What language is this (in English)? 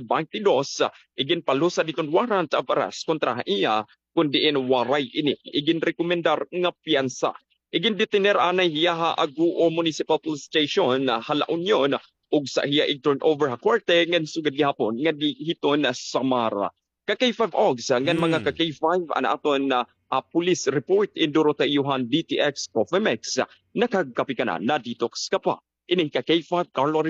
Waray